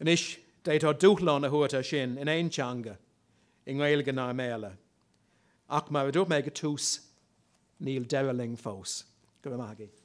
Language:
Irish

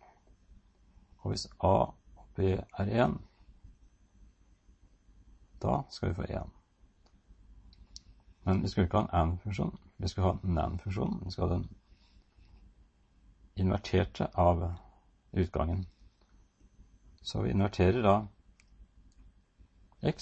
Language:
Norwegian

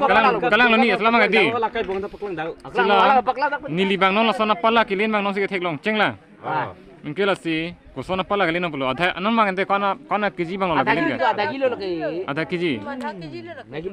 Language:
Karbi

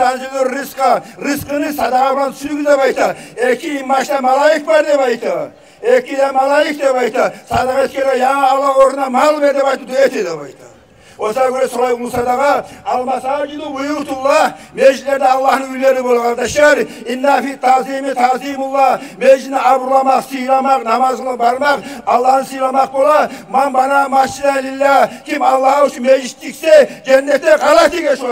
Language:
Kumyk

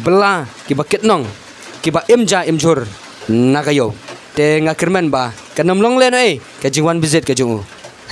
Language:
Khasi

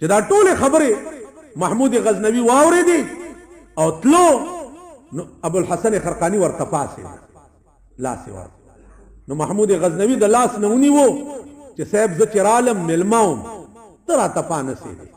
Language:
Pashto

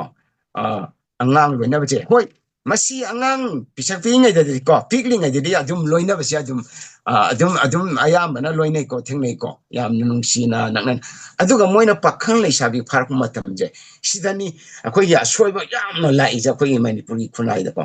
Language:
Manipuri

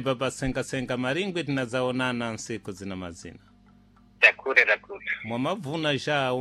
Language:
Sena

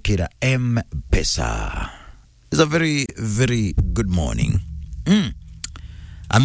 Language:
Meru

